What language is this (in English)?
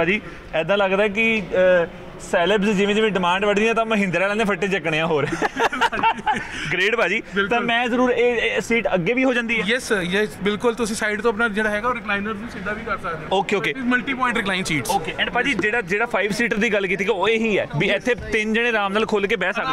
Punjabi